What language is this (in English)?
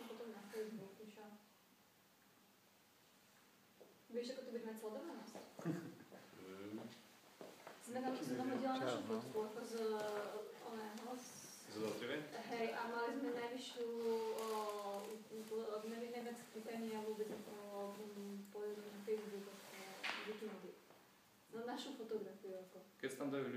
Slovak